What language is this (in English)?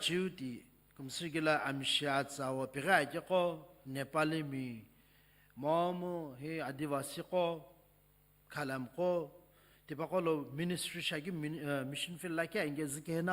Sumi Naga